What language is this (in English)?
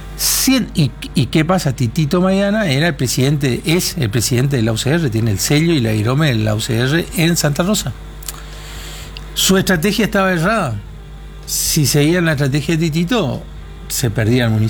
Spanish